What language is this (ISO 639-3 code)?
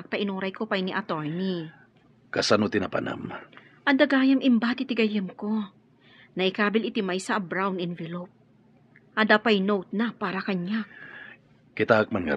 ilo